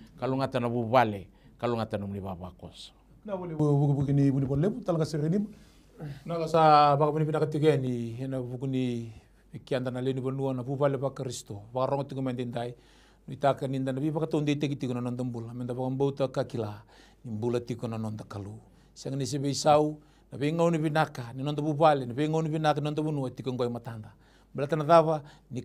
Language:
Fijian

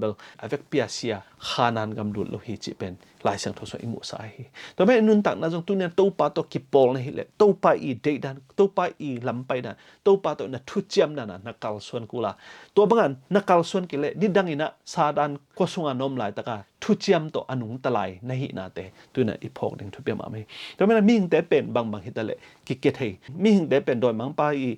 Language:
Tedim Chin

